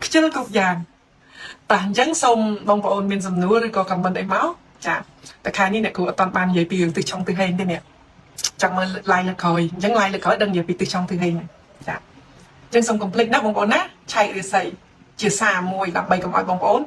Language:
Khmer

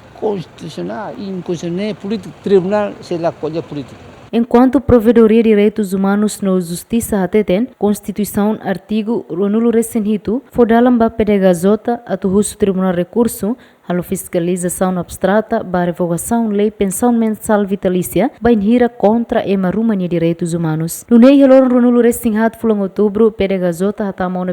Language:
Tetum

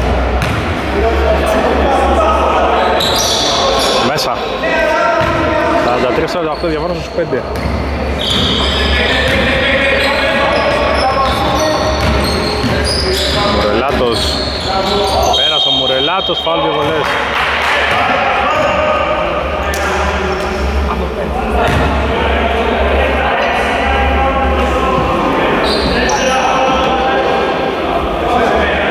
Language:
Greek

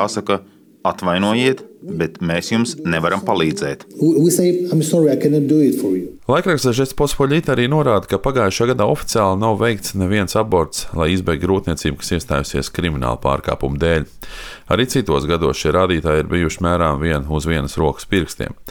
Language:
Latvian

